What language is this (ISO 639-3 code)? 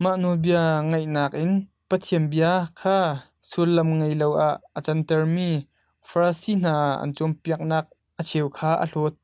cnh